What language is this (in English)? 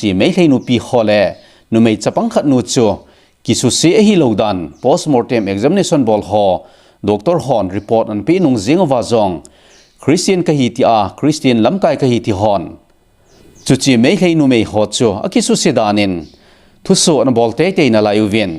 Thado Chin